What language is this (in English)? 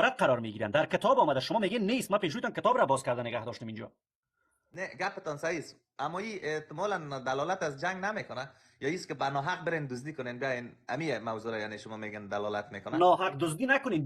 Persian